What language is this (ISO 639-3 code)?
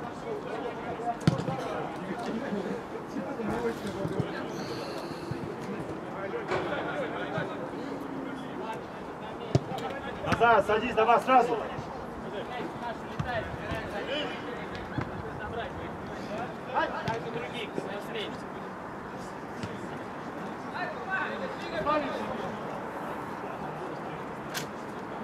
rus